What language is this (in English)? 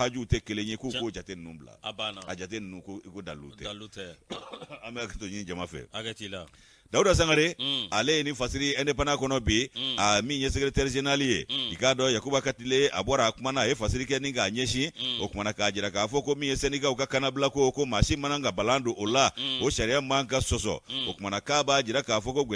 Bambara